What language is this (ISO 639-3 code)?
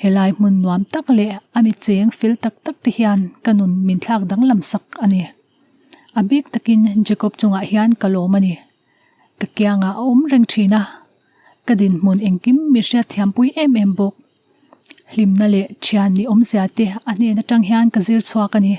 lus